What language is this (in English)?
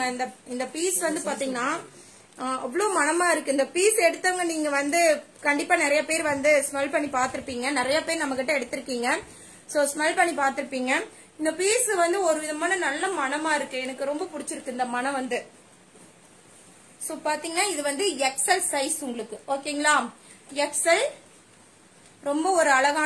Tamil